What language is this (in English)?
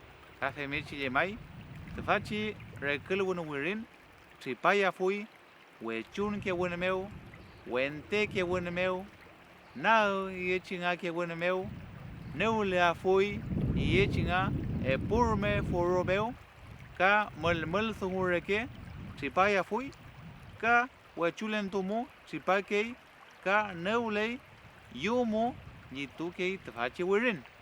Mapuche